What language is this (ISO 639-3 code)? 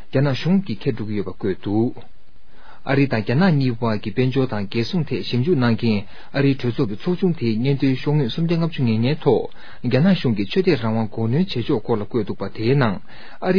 bod